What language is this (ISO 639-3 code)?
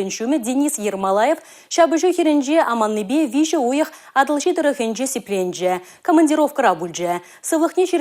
chv